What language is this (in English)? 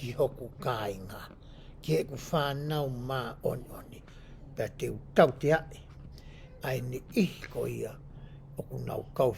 Tongan